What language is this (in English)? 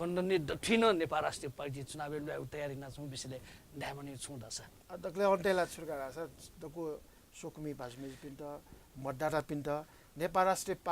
Newari